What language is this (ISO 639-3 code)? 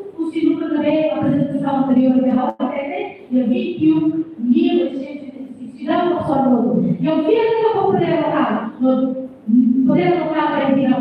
tet